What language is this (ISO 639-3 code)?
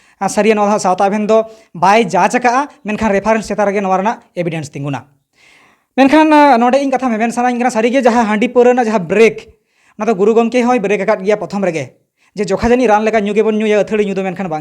sat